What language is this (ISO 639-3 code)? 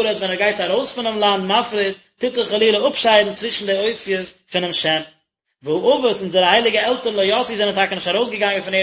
yid